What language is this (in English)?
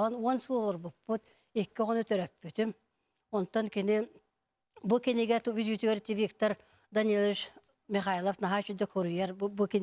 Yakut